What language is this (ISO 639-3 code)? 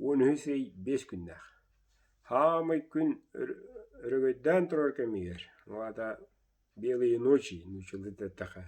sah